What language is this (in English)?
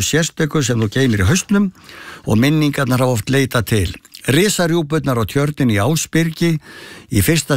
Icelandic